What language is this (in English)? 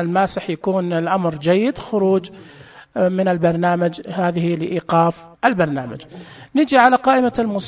Najdi Arabic